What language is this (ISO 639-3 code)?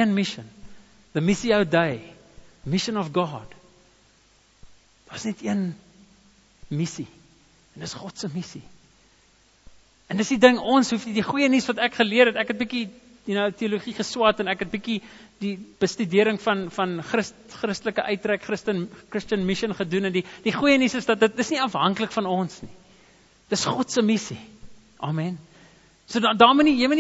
afr